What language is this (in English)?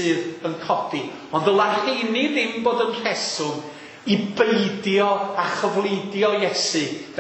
Welsh